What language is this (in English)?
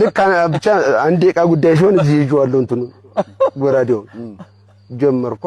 Amharic